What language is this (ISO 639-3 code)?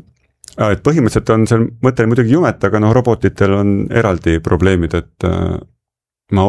est